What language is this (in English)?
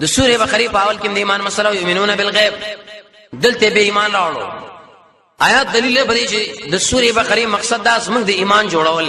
Pashto